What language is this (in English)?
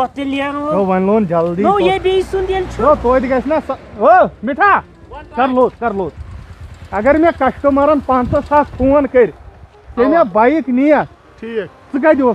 Kashmiri